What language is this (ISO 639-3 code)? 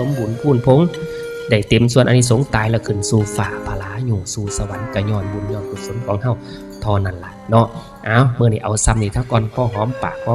tts